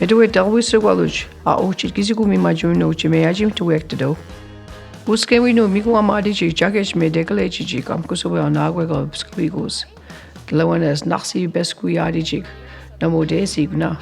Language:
Mi'kmaw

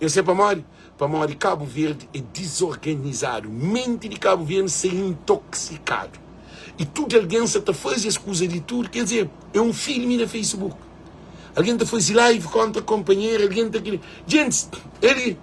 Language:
Kabuverdianu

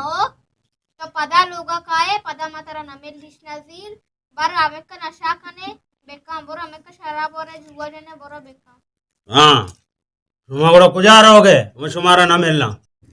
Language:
Baluchi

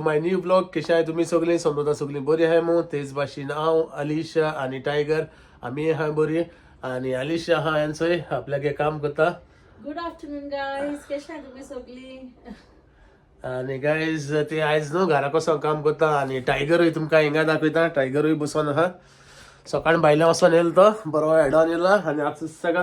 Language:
Konkani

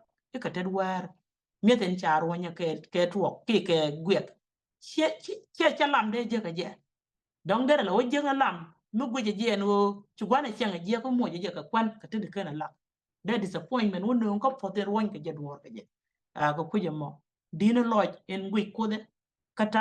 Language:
Nuer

